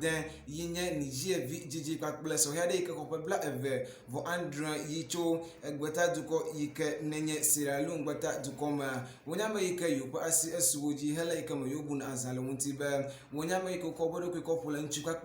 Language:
Ewe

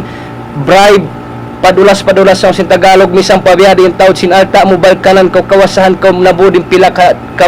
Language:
Tausug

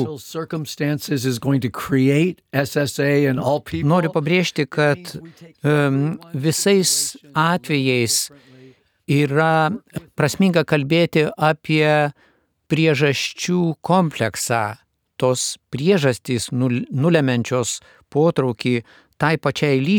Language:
Lithuanian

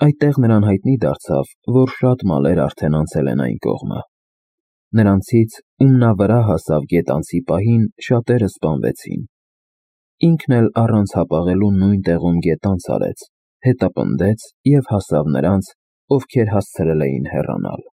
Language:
Armenian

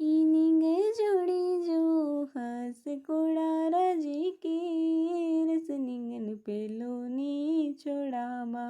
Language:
Kurukh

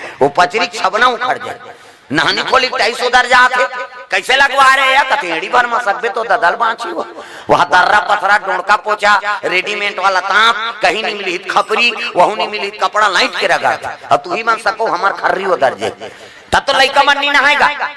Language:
Chhattisgarhi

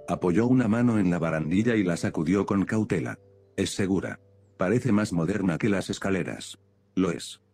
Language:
Spanish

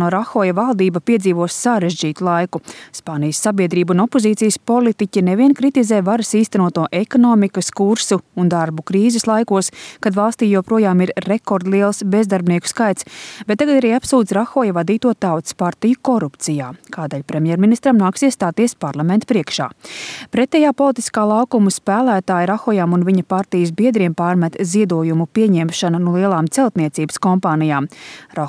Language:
Latvian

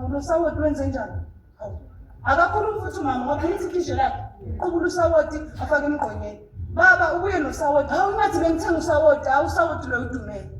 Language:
Zulu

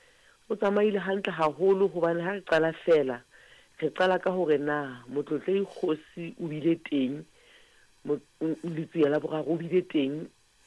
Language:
Southern Sotho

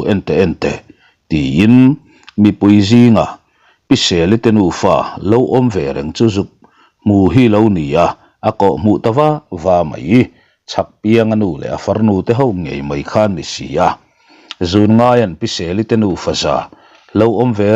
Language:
Mizo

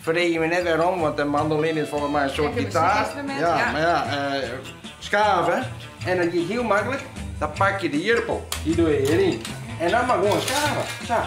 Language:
Western Frisian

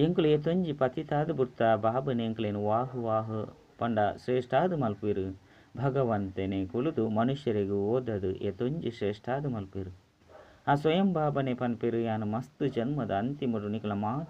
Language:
Tulu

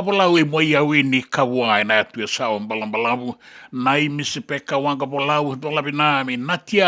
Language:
Fijian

